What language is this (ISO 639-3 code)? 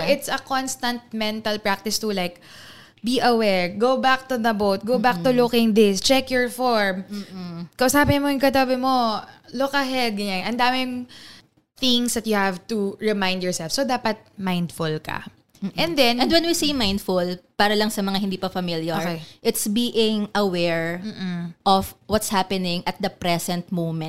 fil